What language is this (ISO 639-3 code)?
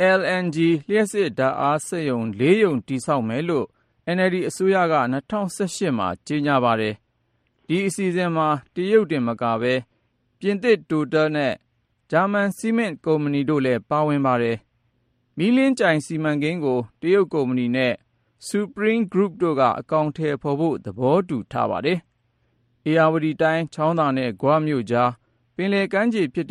mya